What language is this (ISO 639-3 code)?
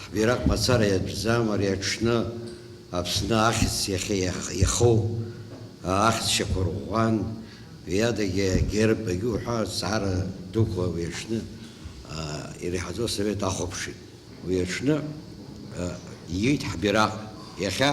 abk